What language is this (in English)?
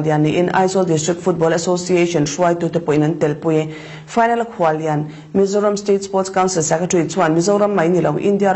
Mizo